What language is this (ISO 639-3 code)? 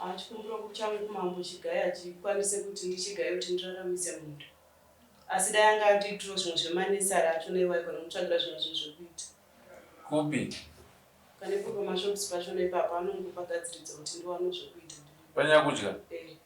sna